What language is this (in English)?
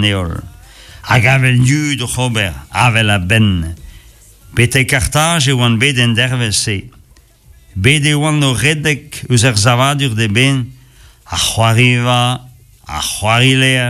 Breton